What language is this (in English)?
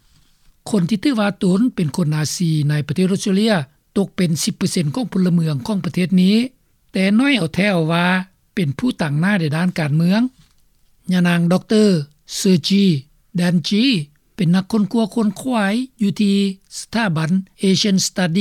Lao